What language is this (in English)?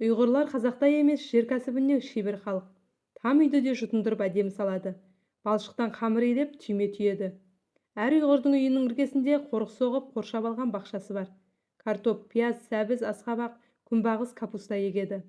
Kazakh